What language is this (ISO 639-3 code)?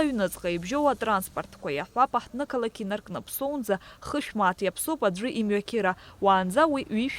abk